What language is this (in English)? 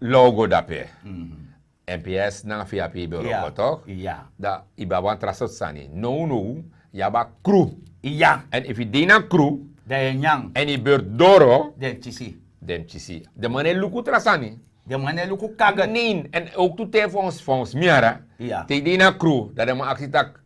Sranan Tongo